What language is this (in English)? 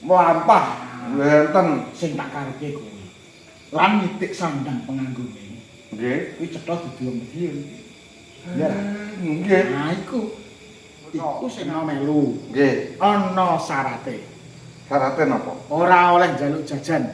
Javanese